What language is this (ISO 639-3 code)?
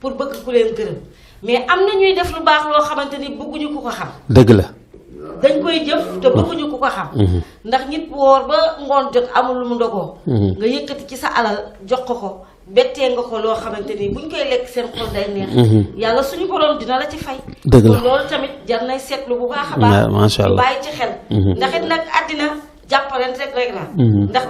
wol